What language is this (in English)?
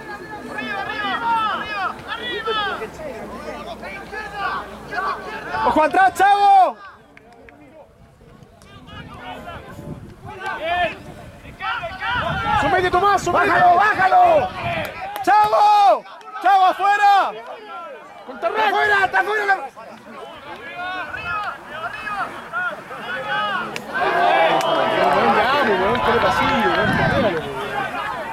Spanish